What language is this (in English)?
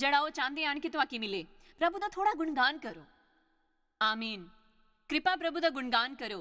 Dogri